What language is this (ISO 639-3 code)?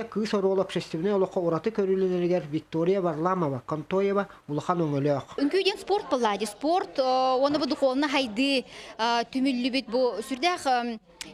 sah